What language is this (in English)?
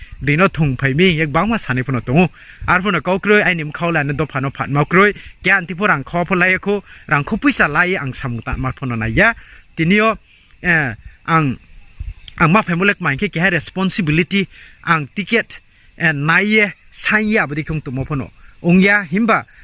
Riang (India)